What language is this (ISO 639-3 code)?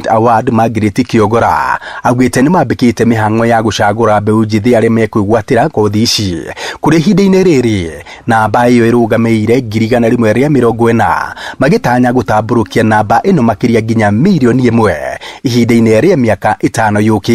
kik